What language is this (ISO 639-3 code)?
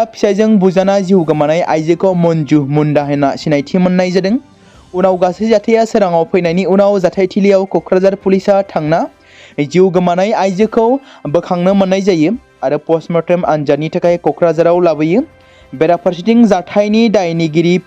brx